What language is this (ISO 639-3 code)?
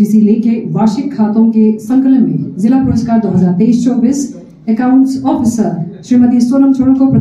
hin